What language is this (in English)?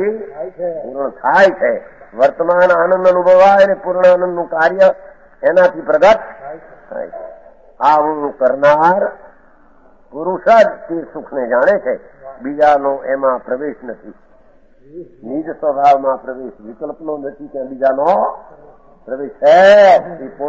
Gujarati